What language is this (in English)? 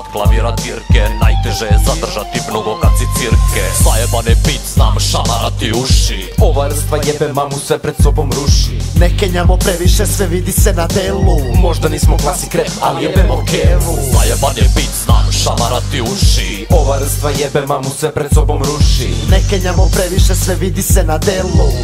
Serbian